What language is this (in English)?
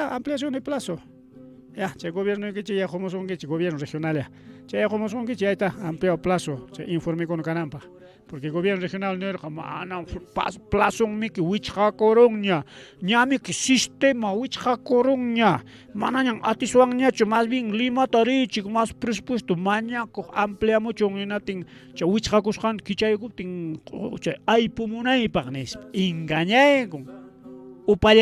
Ayacucho Quechua